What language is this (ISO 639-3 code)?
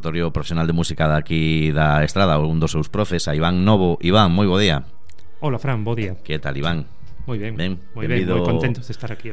glg